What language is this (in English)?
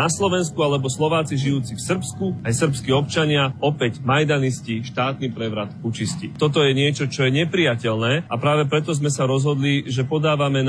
Slovak